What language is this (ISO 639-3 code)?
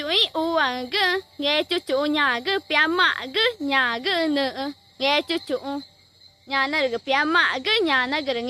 tca